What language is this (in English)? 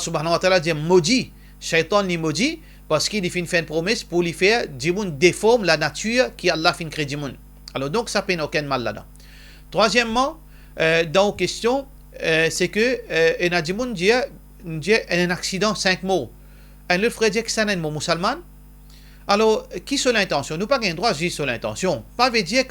Morisyen